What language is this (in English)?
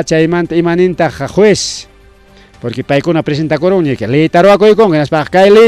Ayacucho Quechua